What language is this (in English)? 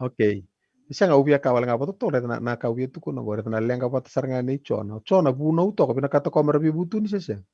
Fijian